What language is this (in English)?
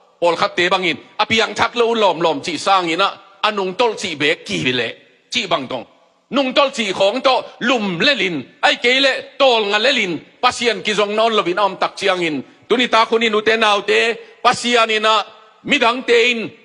Tedim Chin